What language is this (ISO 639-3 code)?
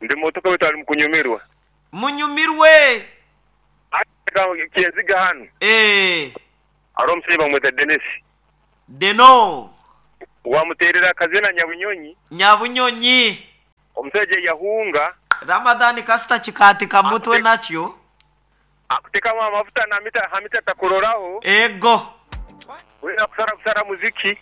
nyo